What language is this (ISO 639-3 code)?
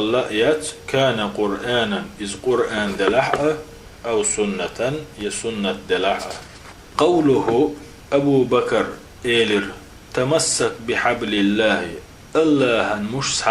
che